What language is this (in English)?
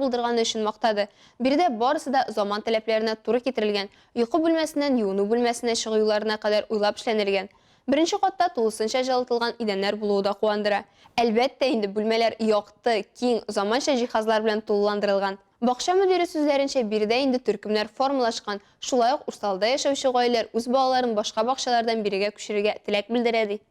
Tatar